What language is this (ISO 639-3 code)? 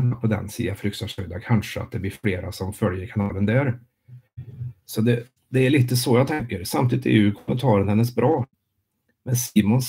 swe